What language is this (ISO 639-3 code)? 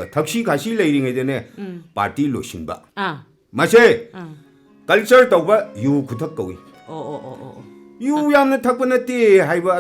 mni